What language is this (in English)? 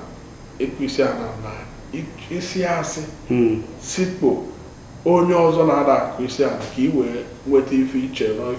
Igbo